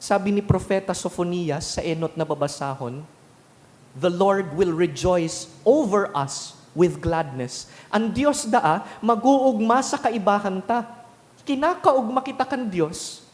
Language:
Bikol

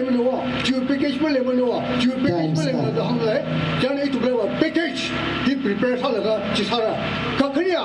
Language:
Tangkhul Naga (India)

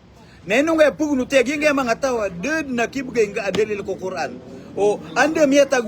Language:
Maranao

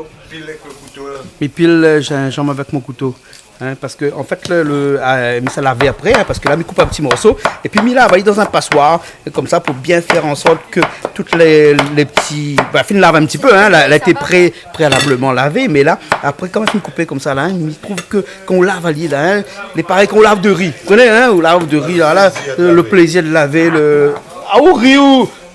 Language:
Réunion Creole French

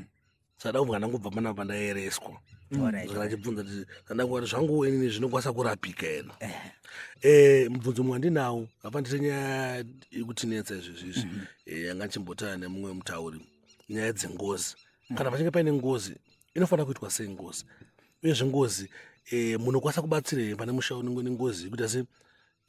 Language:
Shona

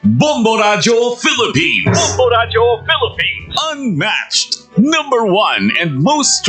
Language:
Bikol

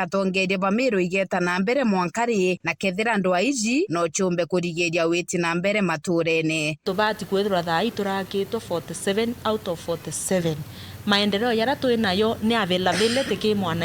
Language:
Meru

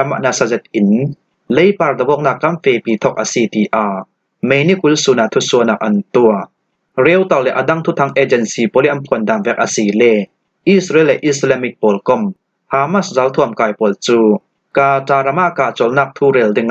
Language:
Falam Chin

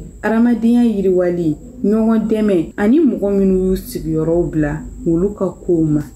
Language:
Bambara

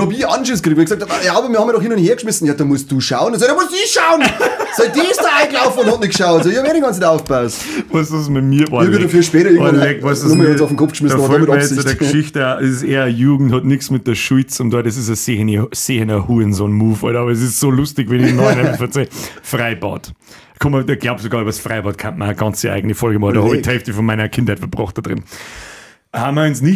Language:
Bavarian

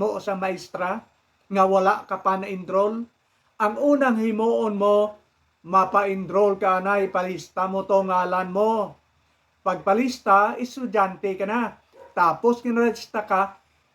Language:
Hiligaynon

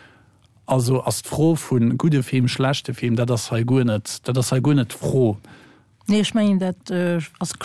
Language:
Luxembourgish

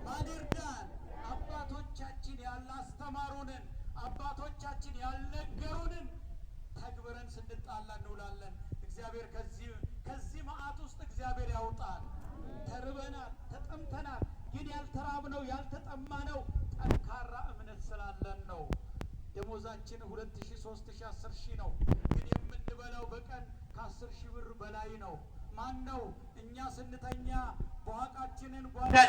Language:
Amharic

